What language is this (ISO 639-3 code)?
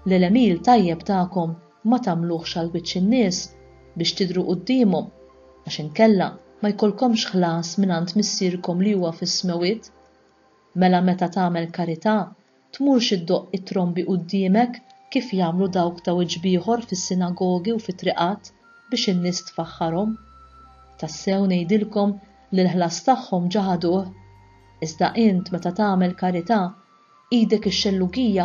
mlt